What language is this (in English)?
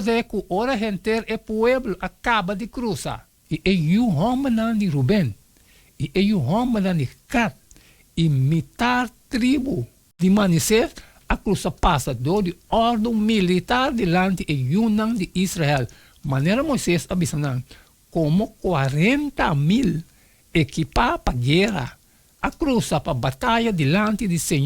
Papiamento